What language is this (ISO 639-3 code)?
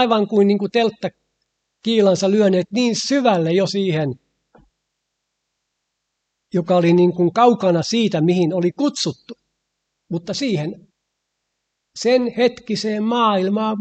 fin